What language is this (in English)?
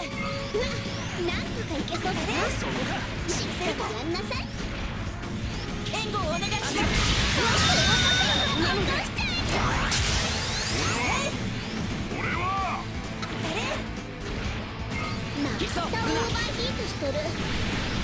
Japanese